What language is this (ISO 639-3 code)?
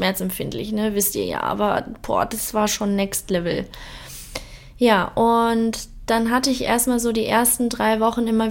deu